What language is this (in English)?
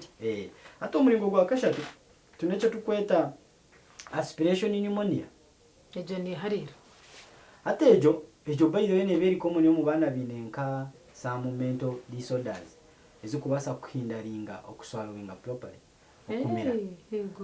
Nyankole